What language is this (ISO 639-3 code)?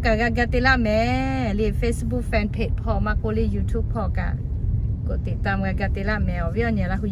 lhu